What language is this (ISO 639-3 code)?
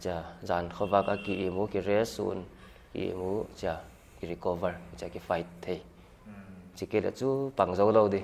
pck